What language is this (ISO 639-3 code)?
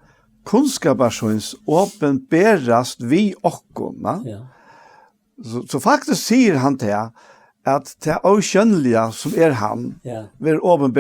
fao